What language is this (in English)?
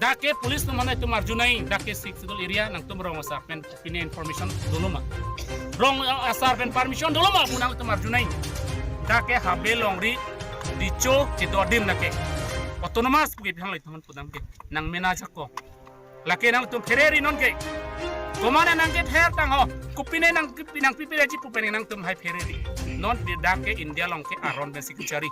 Karbi